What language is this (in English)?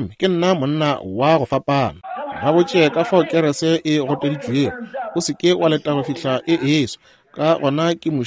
Northern Sotho